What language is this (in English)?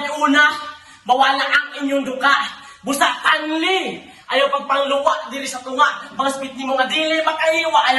Cebuano